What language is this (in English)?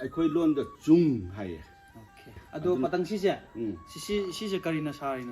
Manipuri